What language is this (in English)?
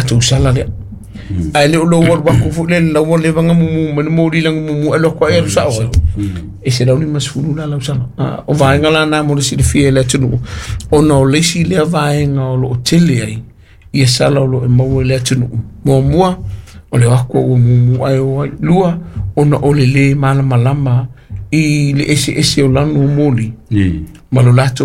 Samoan